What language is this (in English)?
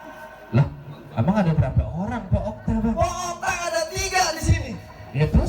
Betawi